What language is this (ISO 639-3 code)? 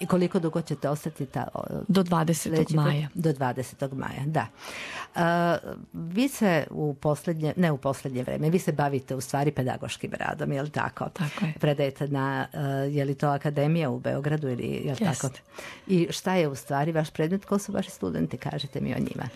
srp